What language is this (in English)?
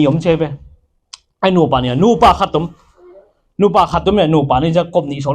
Tedim Chin